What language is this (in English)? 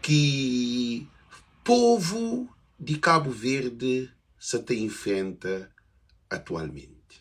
Kabuverdianu